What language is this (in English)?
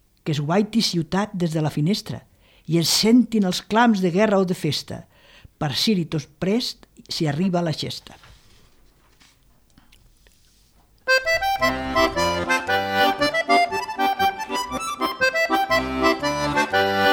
Catalan